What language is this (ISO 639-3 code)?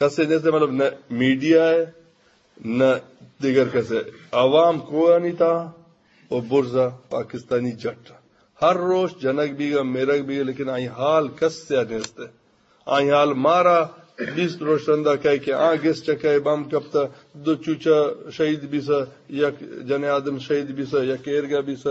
bgp